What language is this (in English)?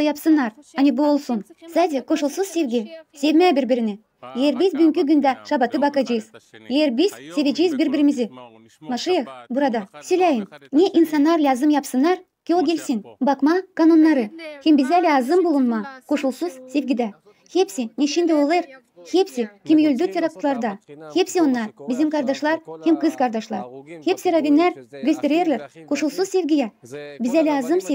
Gagauz